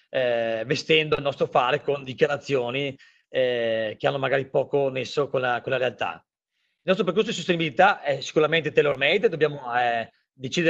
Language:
Italian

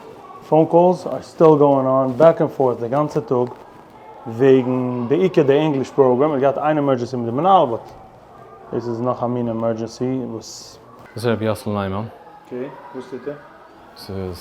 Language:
Yiddish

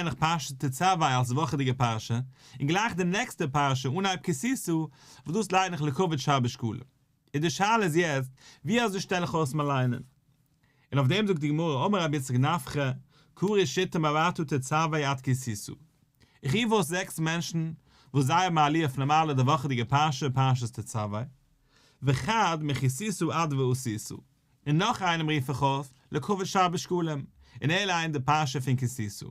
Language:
Yiddish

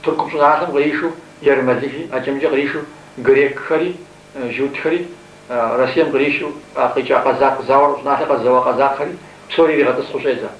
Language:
Kabardian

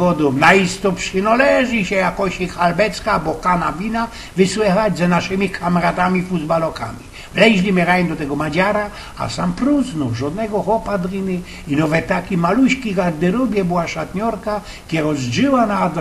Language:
Silesian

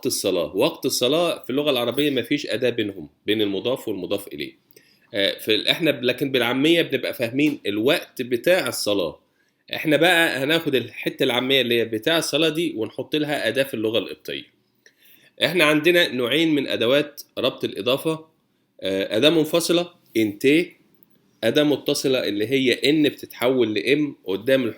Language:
Egyptian Arabic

